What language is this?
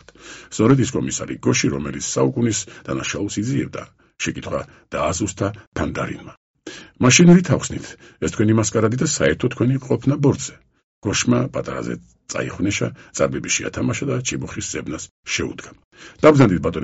Georgian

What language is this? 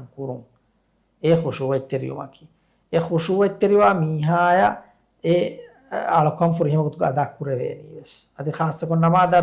Divehi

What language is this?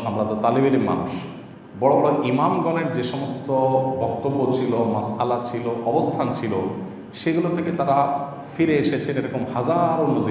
Bangla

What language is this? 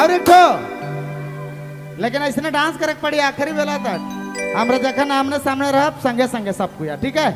Sadri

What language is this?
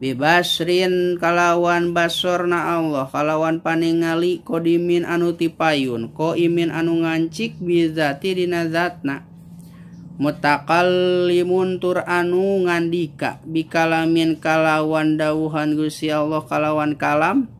Sundanese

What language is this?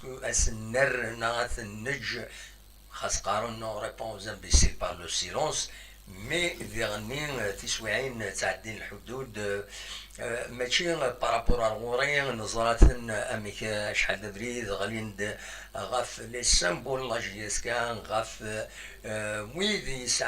Kabyle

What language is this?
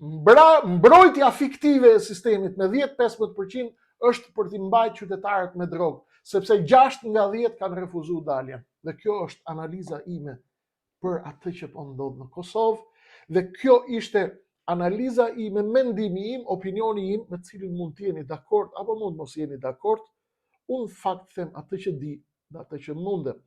Albanian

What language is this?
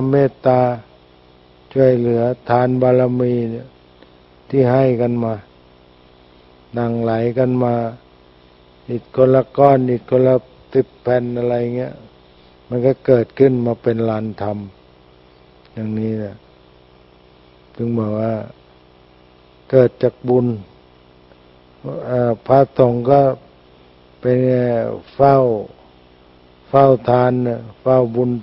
Thai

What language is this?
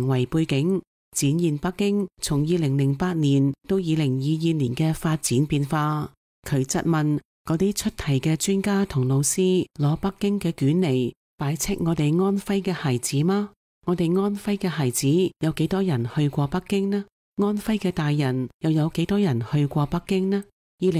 Cantonese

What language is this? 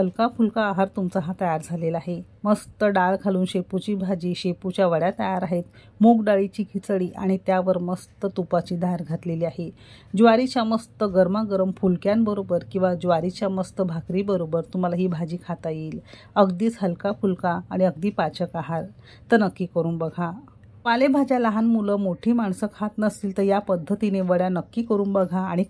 Marathi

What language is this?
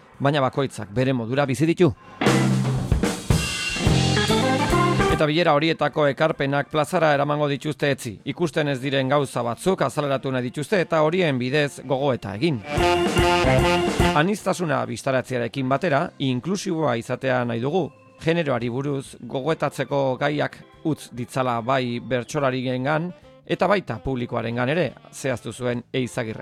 Basque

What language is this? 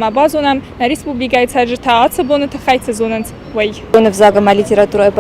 Ossetic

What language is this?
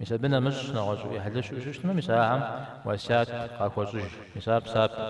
Kabardian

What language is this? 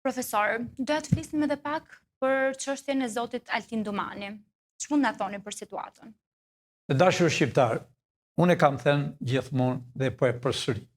Albanian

